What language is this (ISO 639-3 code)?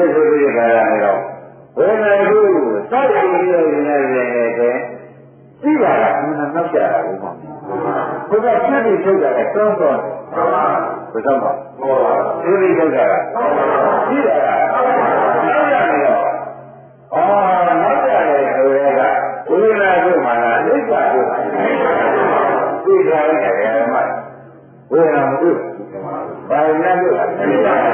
mya